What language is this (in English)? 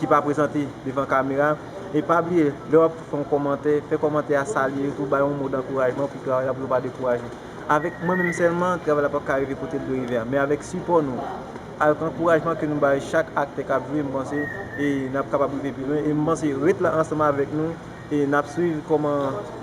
Haitian Creole